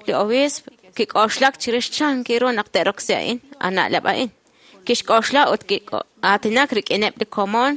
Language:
Kekchí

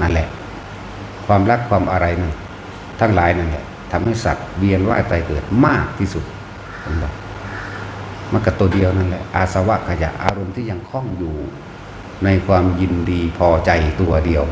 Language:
Northeastern Thai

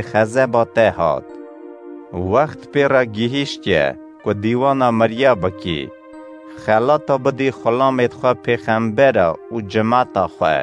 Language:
Kurdish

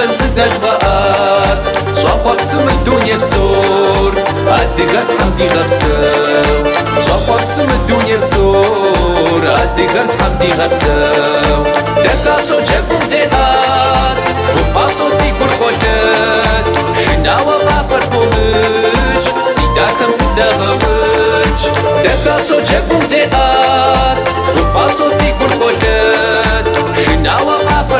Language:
Kabardian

